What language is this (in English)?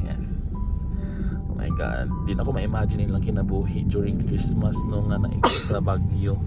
Cebuano